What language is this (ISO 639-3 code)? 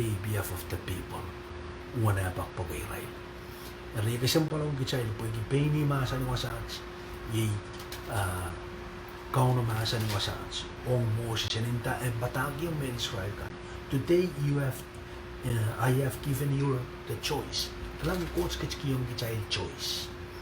pon